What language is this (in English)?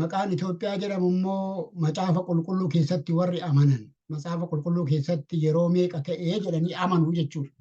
Oromo